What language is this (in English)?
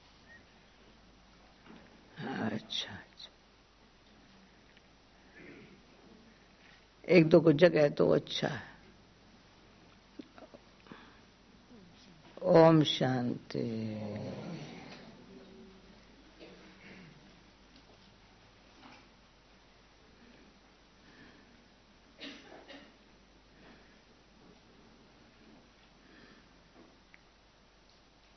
Hindi